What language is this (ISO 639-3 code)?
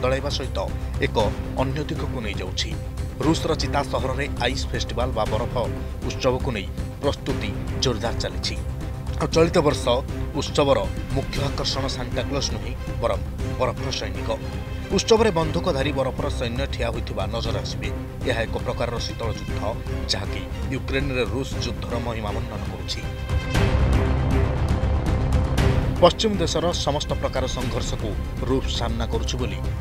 ori